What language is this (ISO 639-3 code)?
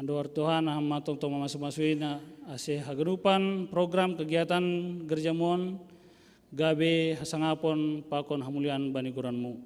bts